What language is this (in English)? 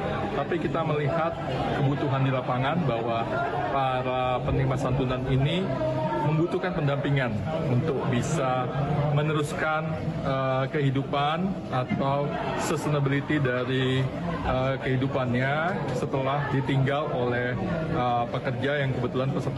Indonesian